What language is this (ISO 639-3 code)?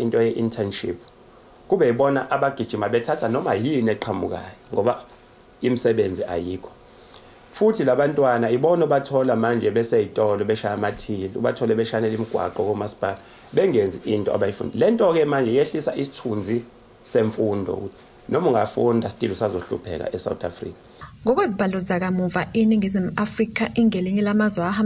zul